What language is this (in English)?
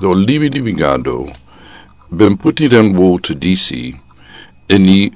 Sranan Tongo